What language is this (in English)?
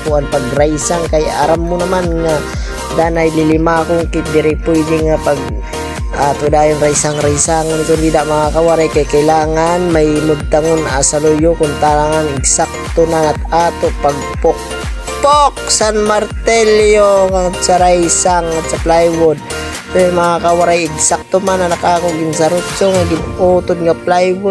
Waray